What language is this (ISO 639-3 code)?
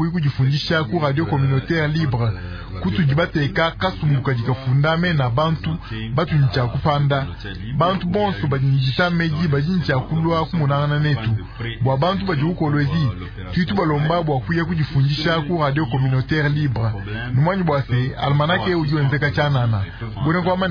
lua